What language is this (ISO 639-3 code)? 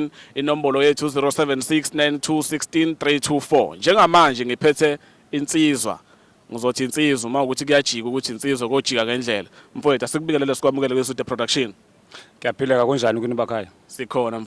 zul